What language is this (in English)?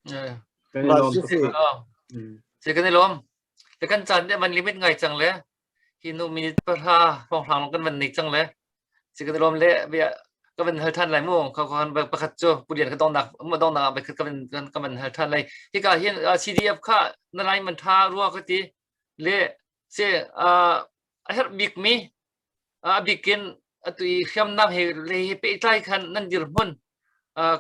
Hakha Chin